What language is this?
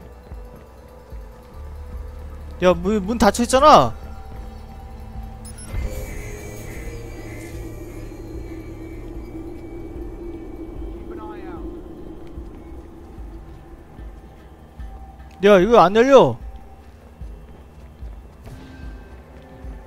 Korean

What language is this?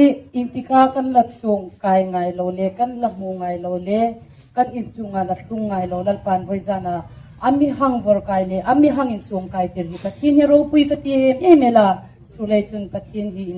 Hmar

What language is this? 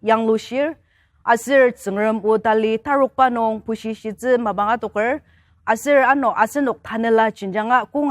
Ao Naga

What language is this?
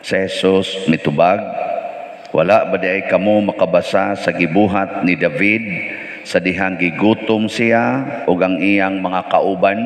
Cebuano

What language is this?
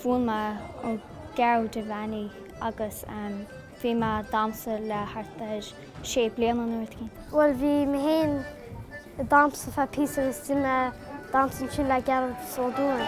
Irish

